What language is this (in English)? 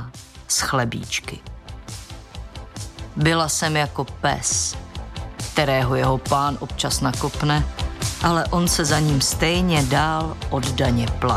Czech